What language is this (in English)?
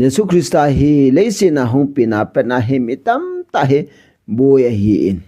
Thado Chin